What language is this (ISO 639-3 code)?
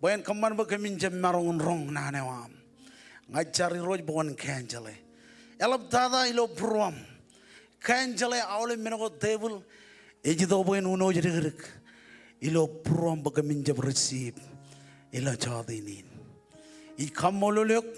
mah